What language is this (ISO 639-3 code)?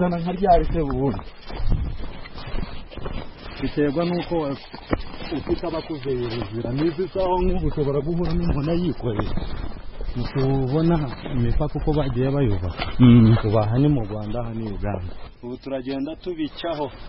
kin